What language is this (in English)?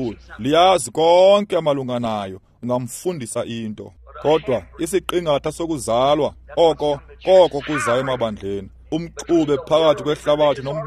Xhosa